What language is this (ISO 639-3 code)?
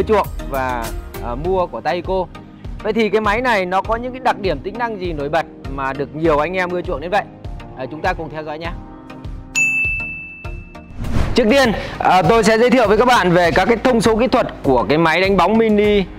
vie